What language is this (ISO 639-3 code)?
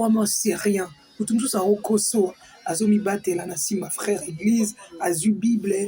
lin